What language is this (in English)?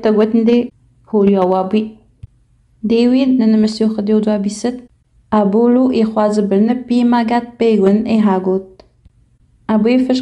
Innu-aimun